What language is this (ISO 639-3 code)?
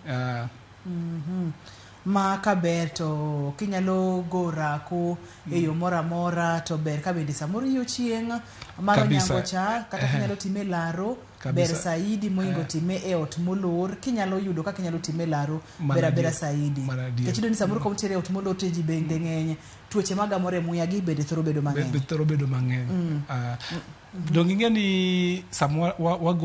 luo